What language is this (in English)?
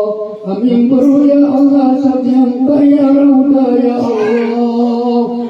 Maranao